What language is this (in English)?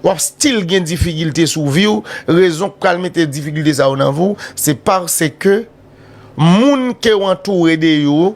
Haitian Creole